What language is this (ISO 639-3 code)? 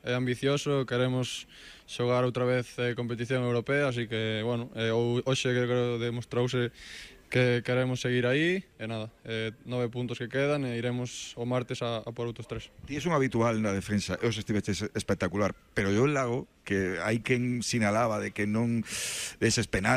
glg